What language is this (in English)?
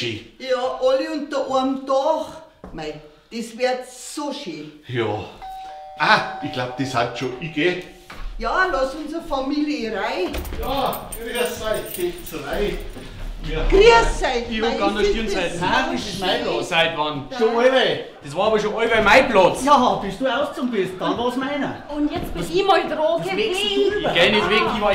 Bavarian